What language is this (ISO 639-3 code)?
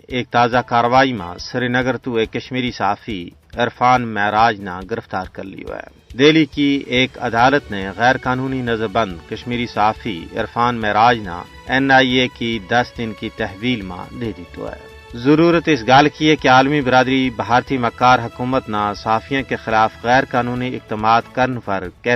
gju